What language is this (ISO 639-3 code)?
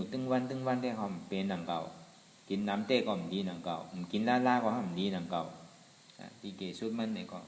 shn